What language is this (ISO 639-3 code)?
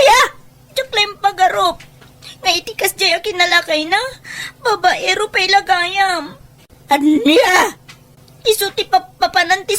ilo